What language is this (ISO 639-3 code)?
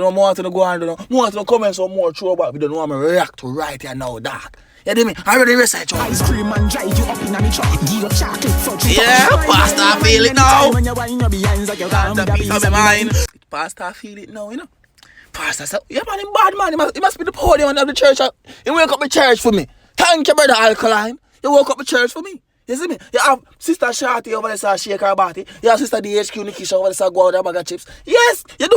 jam